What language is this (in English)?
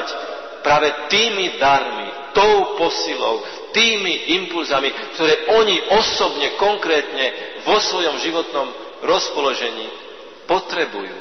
Slovak